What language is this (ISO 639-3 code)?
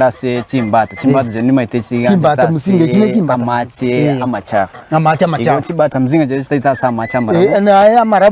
guz